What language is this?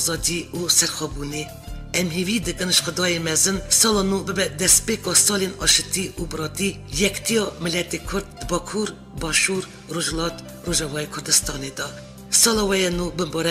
Kurdish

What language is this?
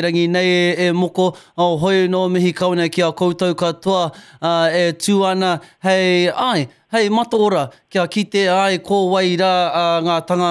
Māori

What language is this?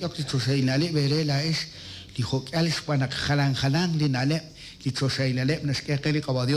Kekchí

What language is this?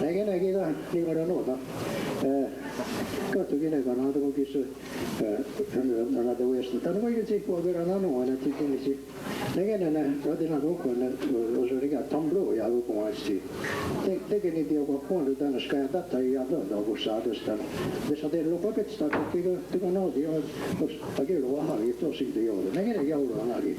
Mohawk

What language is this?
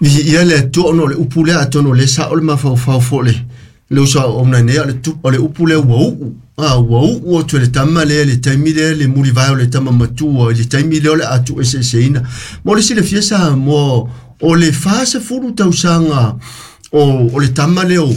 Samoan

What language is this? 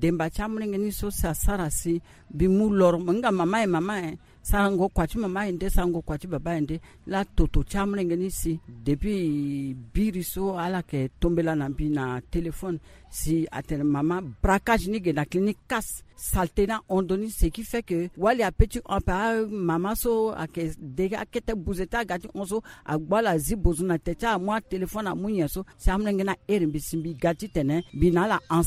Sango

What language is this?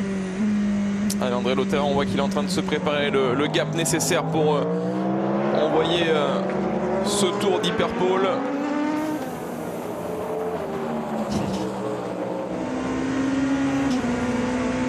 French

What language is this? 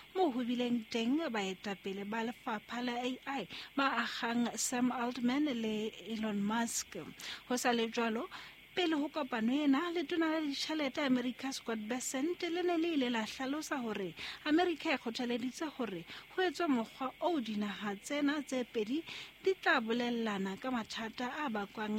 Southern Sotho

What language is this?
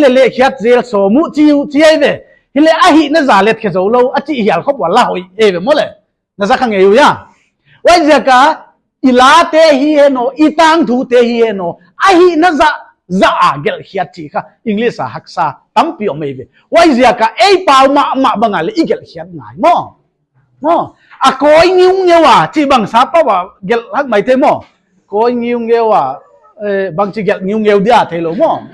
Paite Chin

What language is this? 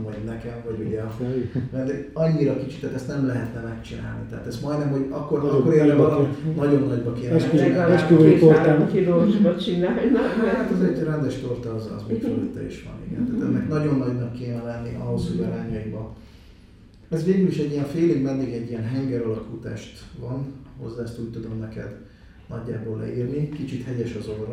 Hungarian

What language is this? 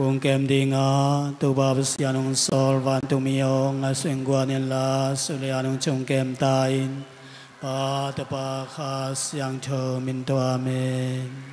Tedim Chin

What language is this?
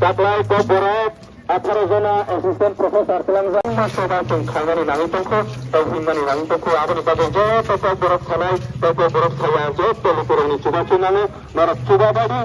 Kok Borok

